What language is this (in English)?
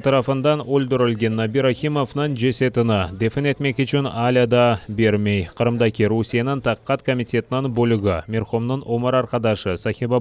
Crimean Tatar